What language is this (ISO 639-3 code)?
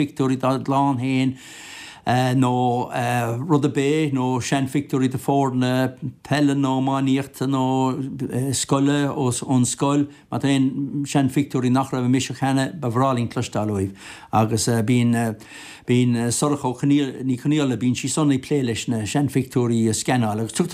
gle